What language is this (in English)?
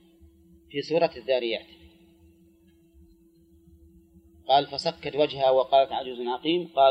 Arabic